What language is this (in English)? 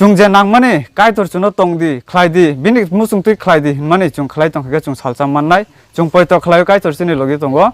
Kok Borok